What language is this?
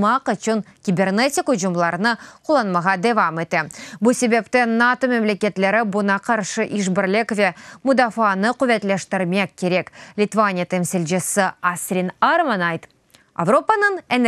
Crimean Tatar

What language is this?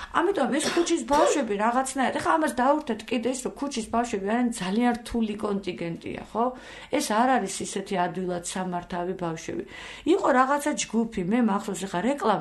Georgian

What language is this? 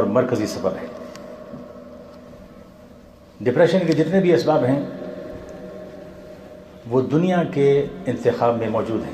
Urdu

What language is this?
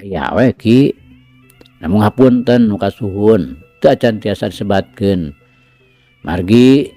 Sundanese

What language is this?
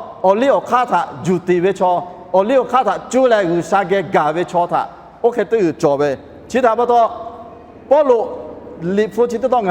Lahu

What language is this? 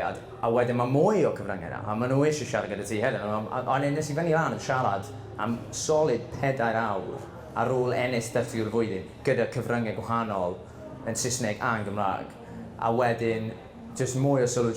Welsh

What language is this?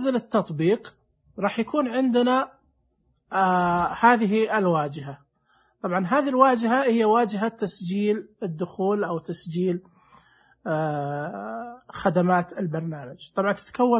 Najdi Arabic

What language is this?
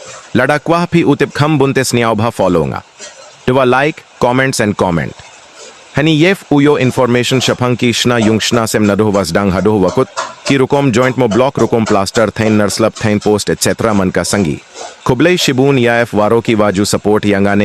Khasi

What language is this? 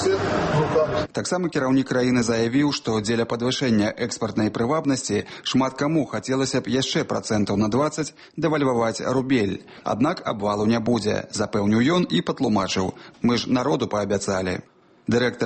Belarusian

